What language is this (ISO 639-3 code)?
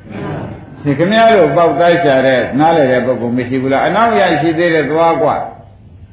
mya